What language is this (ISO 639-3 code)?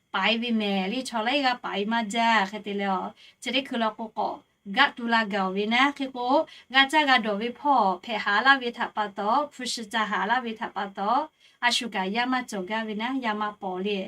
lhu